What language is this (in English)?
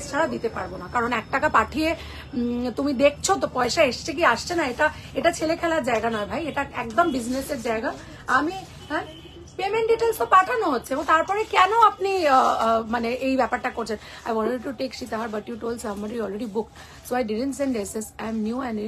Bangla